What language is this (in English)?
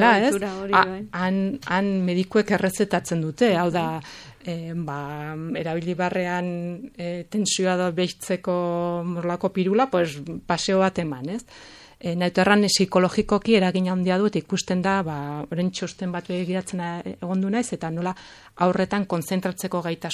Basque